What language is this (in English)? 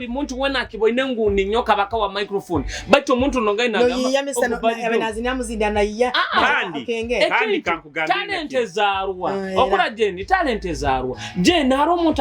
Nyoro